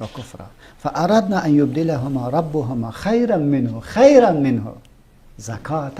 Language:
Persian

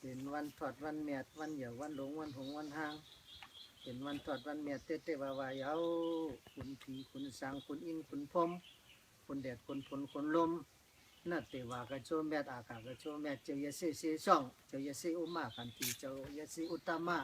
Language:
Shan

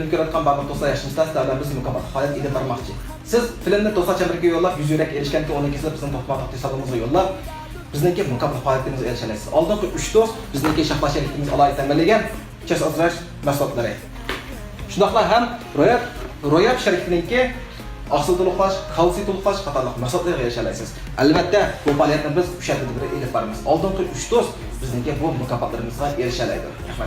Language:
Uyghur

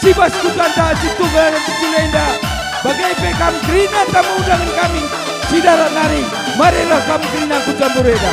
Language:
Batak Karo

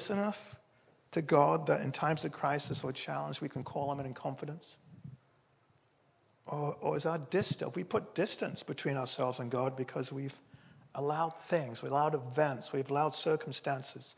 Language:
English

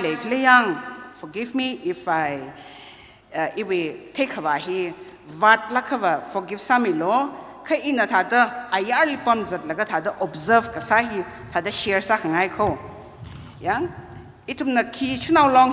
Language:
Tangkhul Naga (India)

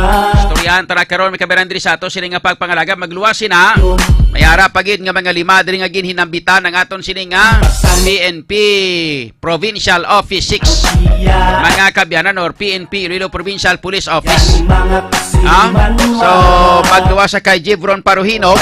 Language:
Hiligaynon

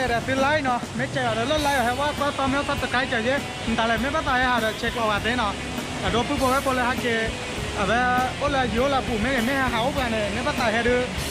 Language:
S'gaw Karen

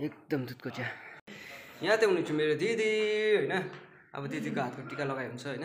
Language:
Nepali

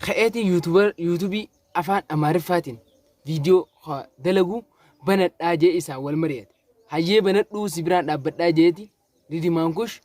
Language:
Oromo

